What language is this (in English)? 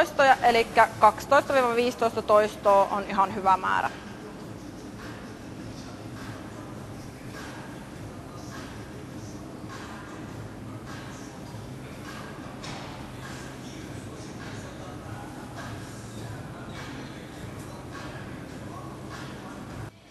Finnish